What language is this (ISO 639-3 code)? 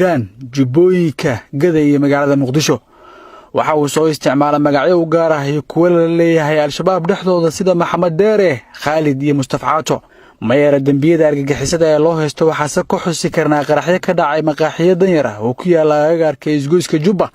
som